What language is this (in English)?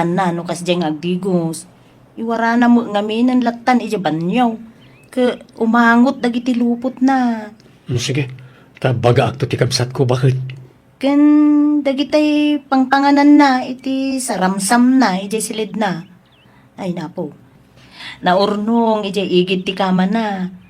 Iloko